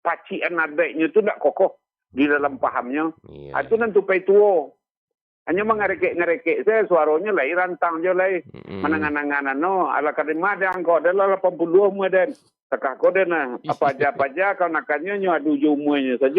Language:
Minangkabau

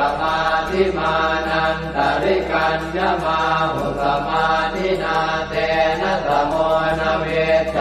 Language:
Pali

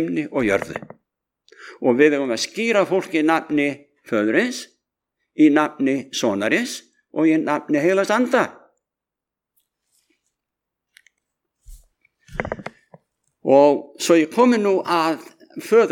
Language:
Icelandic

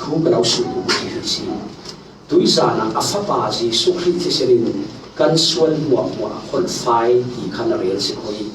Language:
Falam Chin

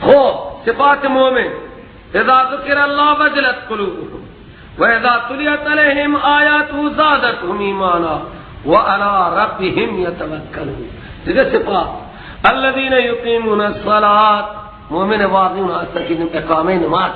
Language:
Persian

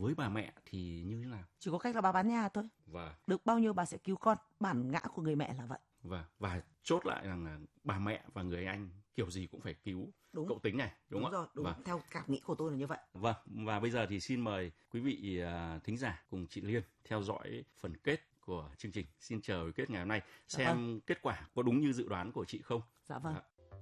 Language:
Vietnamese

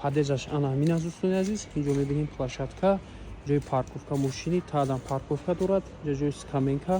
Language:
Tajik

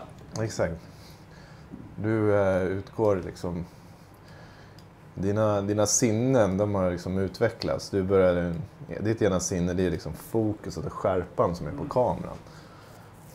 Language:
Swedish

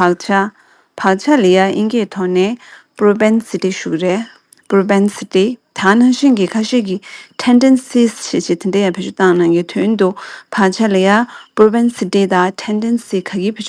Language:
Tibetan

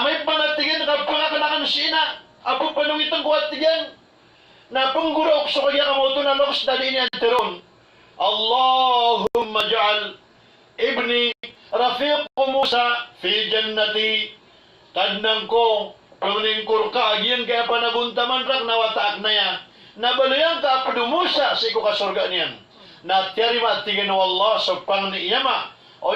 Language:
Maranao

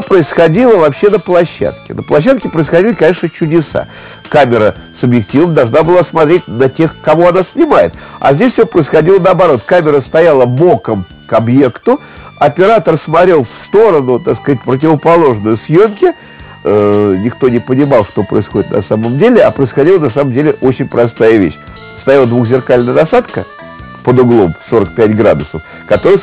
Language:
Russian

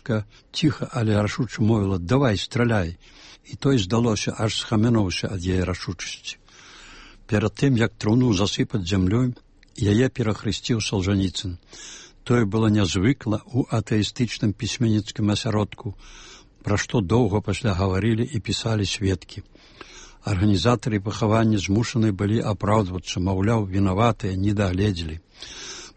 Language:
Belarusian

